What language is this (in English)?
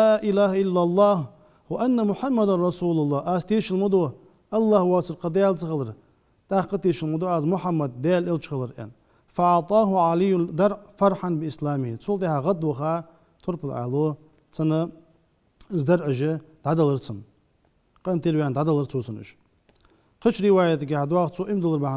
Ingush